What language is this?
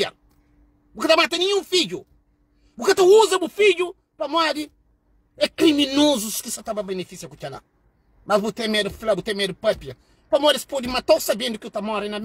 Kabuverdianu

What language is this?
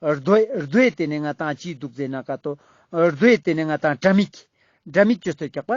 Ladakhi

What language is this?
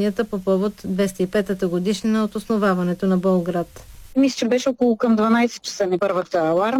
Bulgarian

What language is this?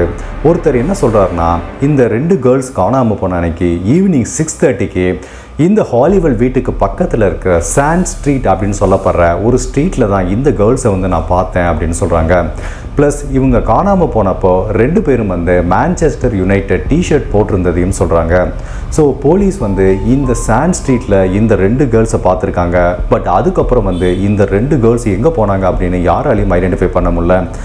Tamil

